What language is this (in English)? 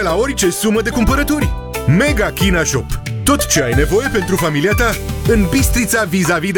Romanian